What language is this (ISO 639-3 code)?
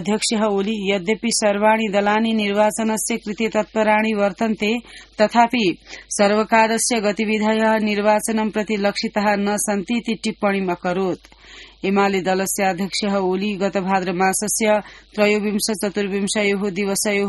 san